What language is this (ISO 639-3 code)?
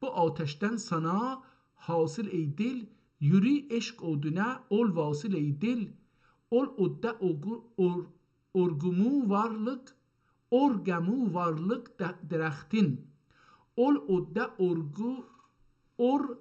azb